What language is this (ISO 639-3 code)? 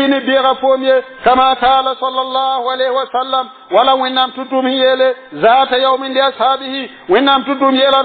mos